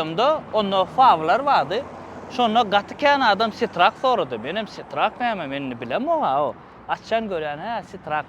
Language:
Turkmen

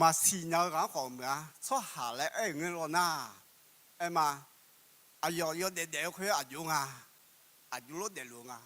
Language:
Akha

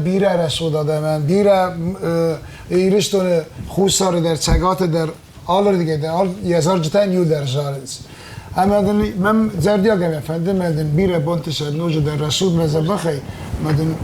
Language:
Ossetic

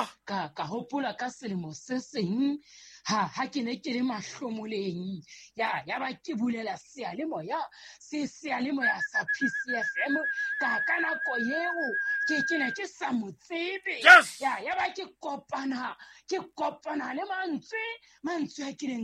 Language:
Southern Sotho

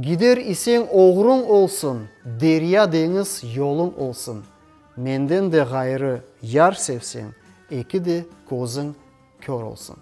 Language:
Crimean Tatar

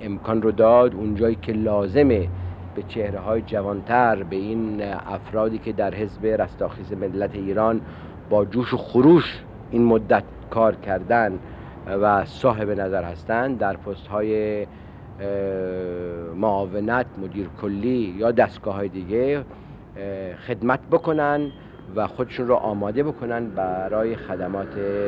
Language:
Persian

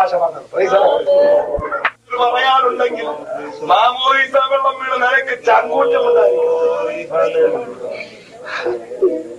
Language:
Malayalam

